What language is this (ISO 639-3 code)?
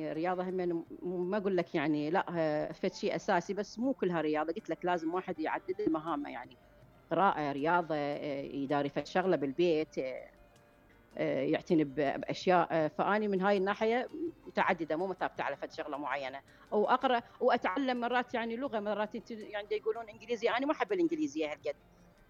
acm